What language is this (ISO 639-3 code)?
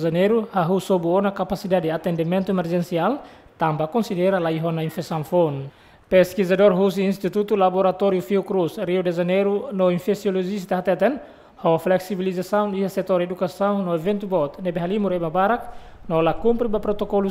tet